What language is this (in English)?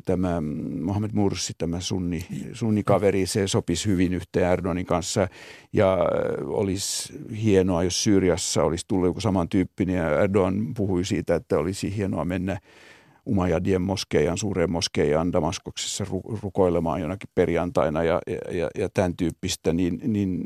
Finnish